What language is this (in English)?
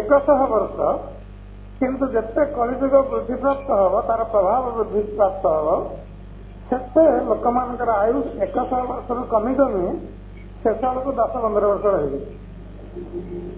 Odia